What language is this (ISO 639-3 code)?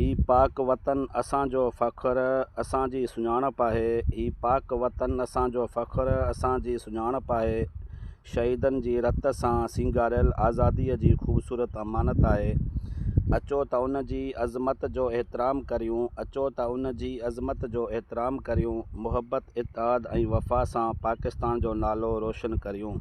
snd